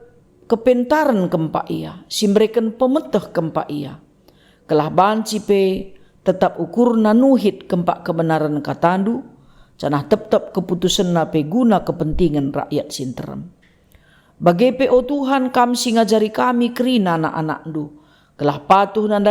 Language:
Batak Karo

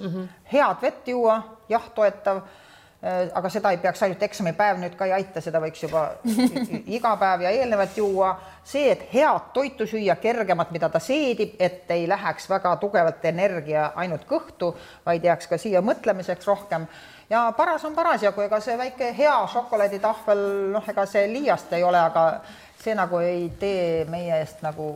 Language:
Estonian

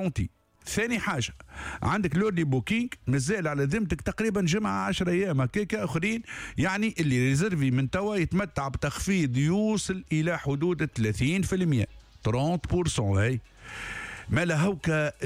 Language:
Tunisian Arabic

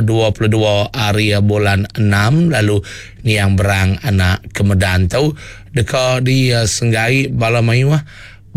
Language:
Iban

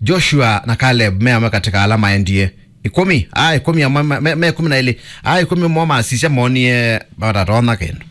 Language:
Kamba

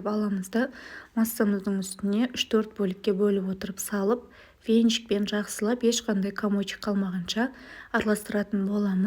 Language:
Kazakh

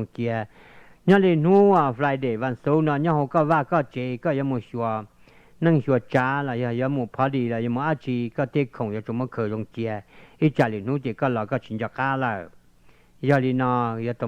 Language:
Hmong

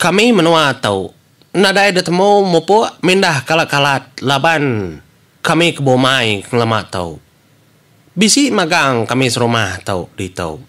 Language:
Iban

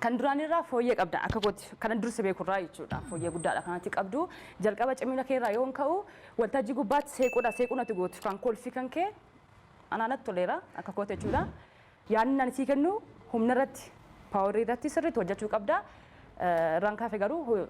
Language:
Oromo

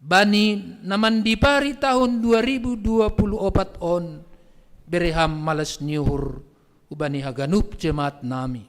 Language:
Batak Simalungun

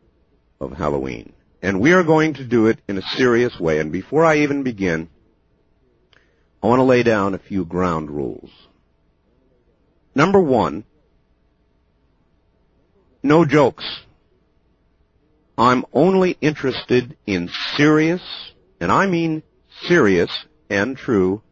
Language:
English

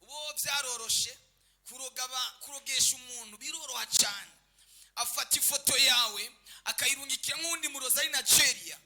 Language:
Rundi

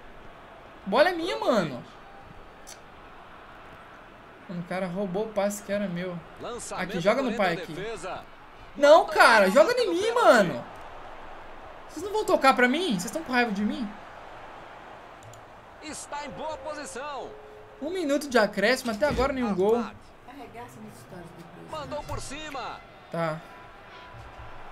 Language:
Portuguese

